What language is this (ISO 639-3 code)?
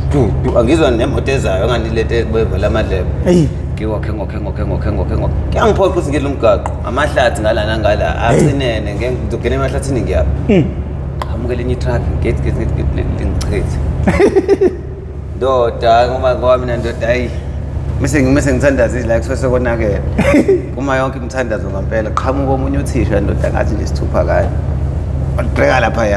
zul